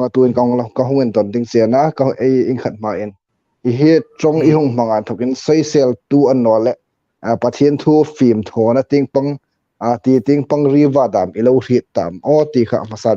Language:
Hmar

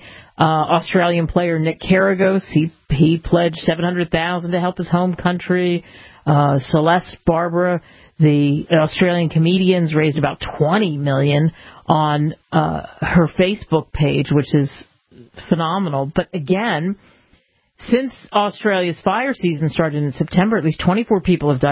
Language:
English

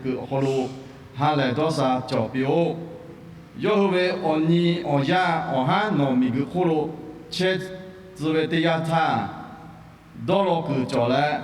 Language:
Lahu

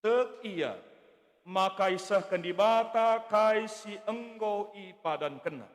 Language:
Batak Karo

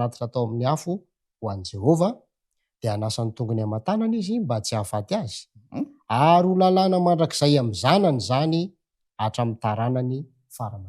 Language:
Malagasy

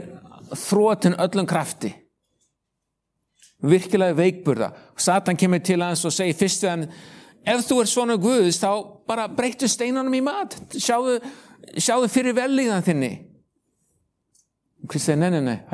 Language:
Icelandic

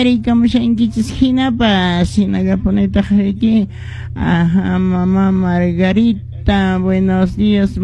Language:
Quechua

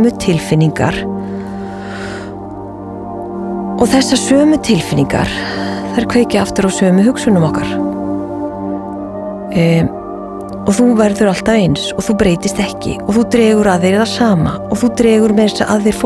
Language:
Icelandic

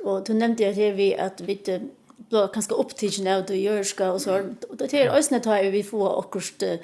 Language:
Faroese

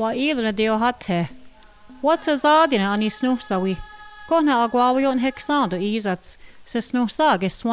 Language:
Mohawk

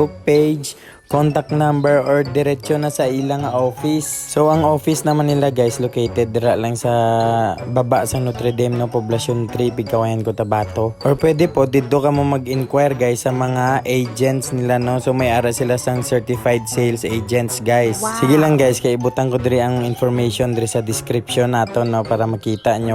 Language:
Hiligaynon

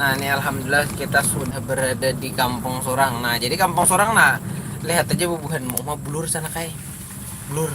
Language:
Banjar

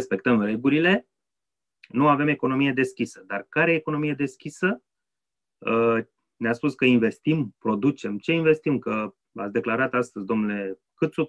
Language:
Romanian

